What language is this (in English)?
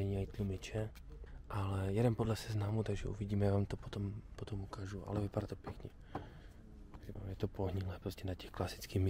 Czech